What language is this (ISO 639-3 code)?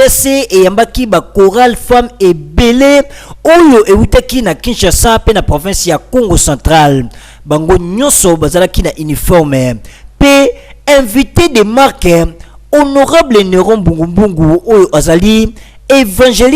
lin